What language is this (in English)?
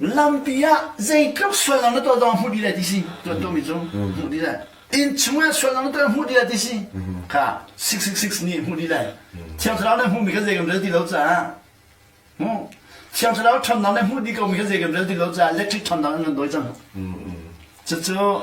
Hakha Chin